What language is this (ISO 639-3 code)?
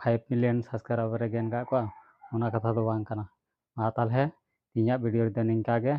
sat